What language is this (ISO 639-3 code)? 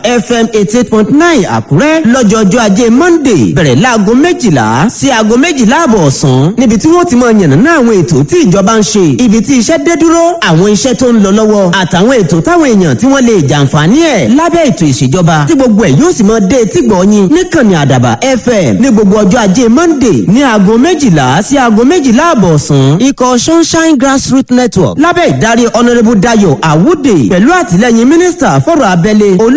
yor